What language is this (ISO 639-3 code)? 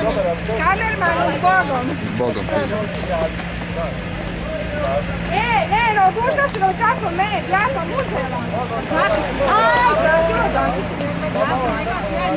hrv